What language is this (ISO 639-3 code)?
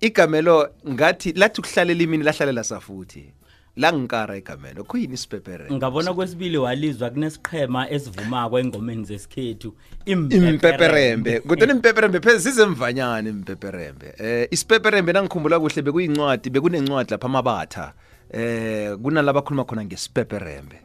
nbl